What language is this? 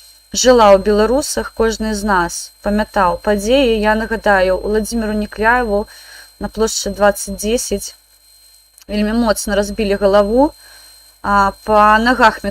Belarusian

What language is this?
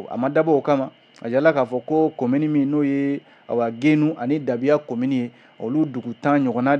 Bambara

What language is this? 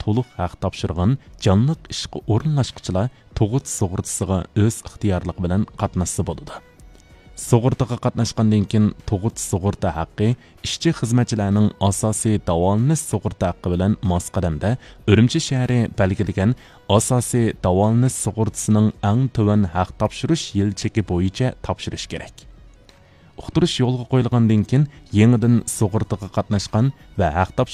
Uyghur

